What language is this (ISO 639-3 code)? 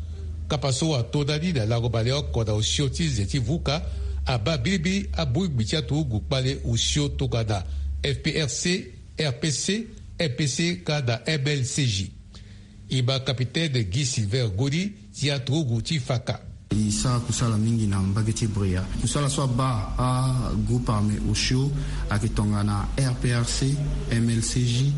sag